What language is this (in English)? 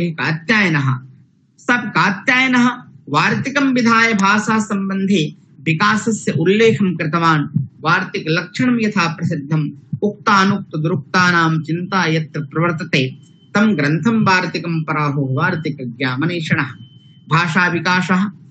Sanskrit